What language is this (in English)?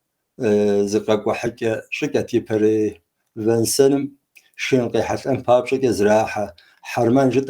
Kabardian